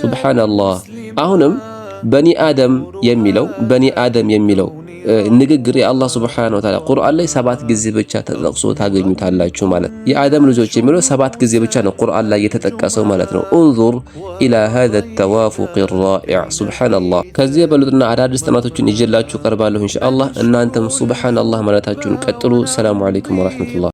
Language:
Amharic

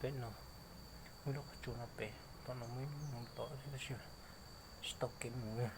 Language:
Hmong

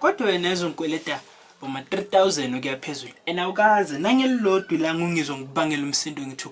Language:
Zulu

